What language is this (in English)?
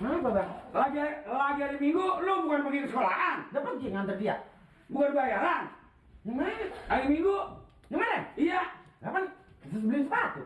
Betawi